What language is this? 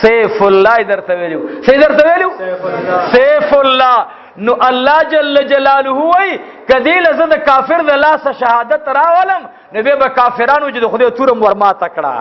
Pashto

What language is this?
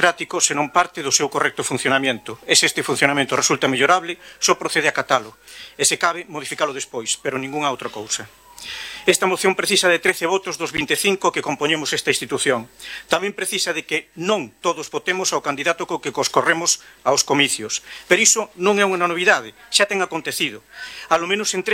Galician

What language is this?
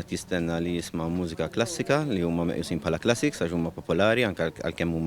Maltese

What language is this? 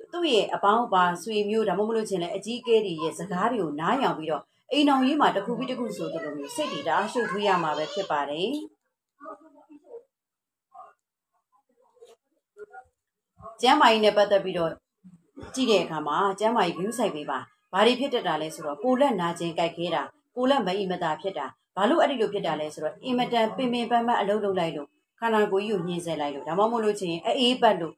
Burmese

